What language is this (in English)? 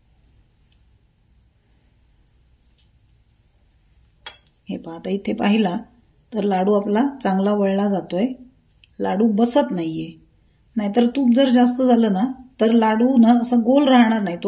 Marathi